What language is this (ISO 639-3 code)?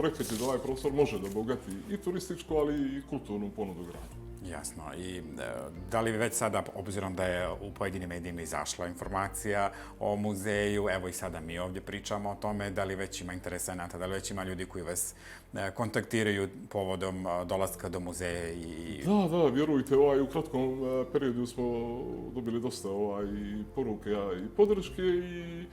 bos